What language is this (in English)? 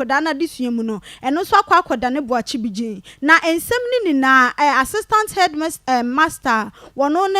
Akan